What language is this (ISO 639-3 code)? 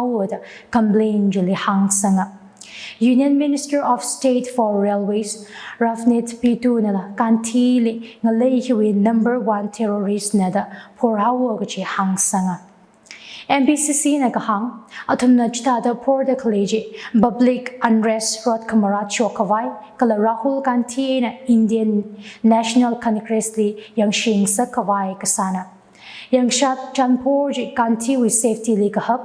nmf